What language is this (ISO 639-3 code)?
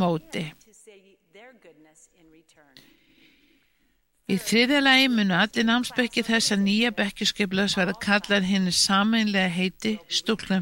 isl